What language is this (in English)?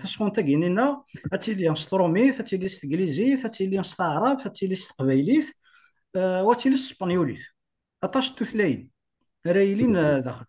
Kabyle